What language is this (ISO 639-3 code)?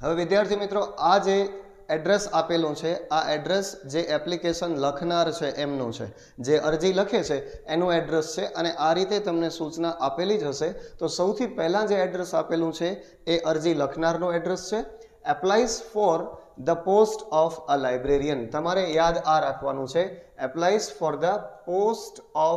guj